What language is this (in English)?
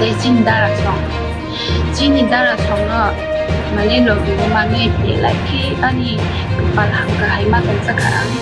Kok Borok